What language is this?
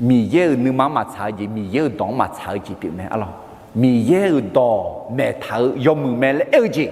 Akha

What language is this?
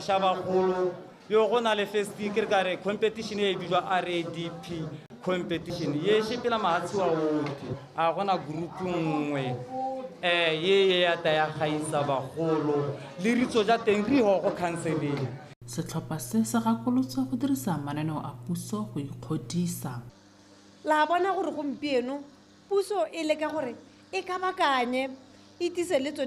Tswana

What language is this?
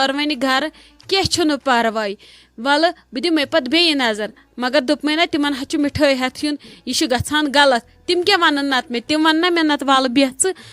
Kashmiri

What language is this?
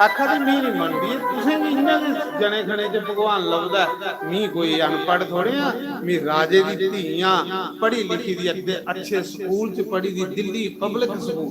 Dogri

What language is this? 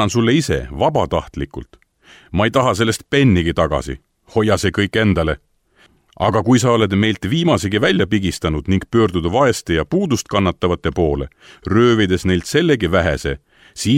Estonian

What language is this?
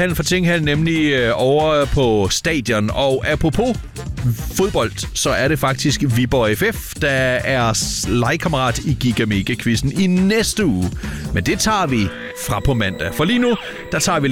Danish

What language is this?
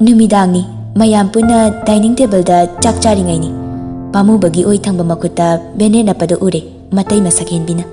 Manipuri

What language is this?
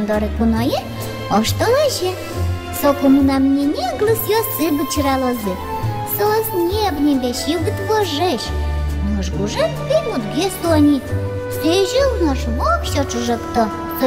Udmurt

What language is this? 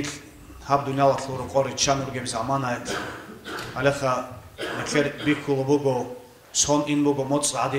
Avaric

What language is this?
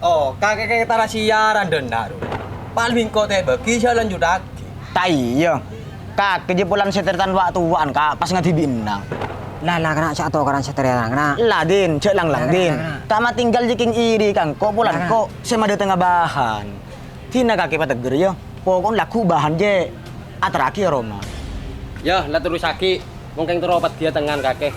Madurese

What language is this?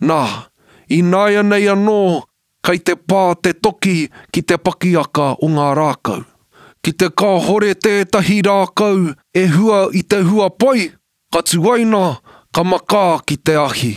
Māori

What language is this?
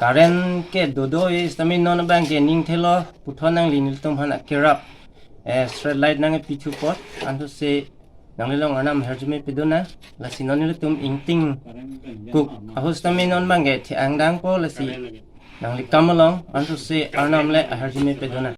Karbi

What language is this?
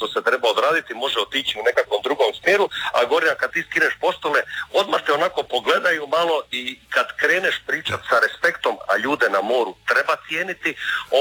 Croatian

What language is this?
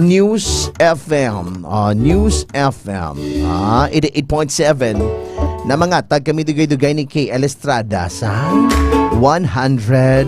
Hiligaynon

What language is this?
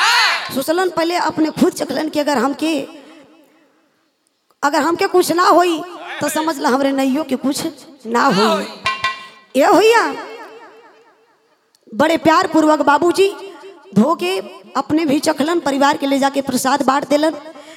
Bhojpuri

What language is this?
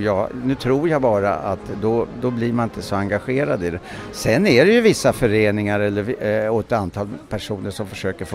Swedish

